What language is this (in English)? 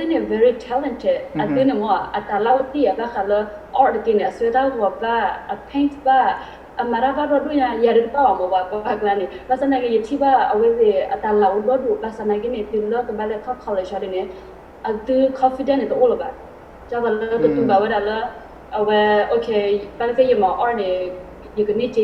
S'gaw Karen